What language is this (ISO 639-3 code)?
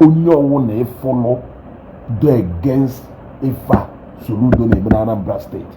ibo